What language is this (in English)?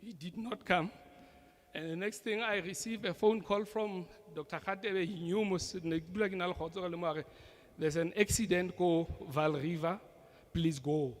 Southern Sotho